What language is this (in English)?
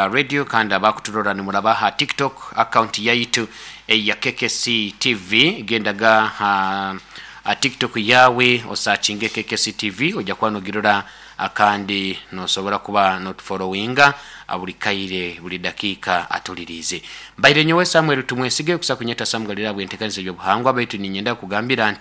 Nyoro